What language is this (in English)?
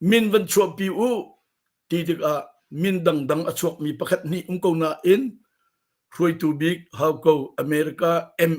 Hakha Chin